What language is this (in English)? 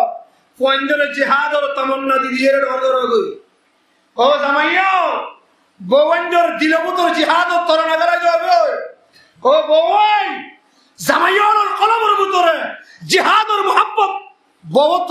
Rohingya